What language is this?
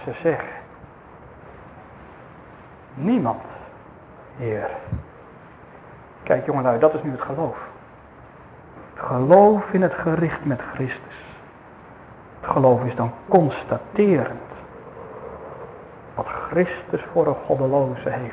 Dutch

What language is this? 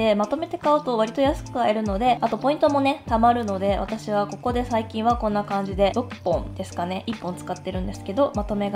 Japanese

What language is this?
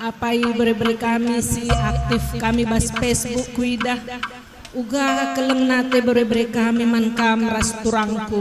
Batak Karo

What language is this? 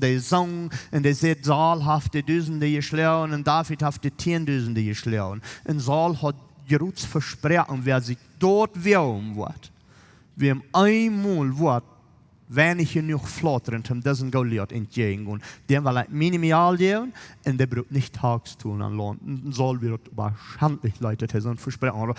Plautdietsch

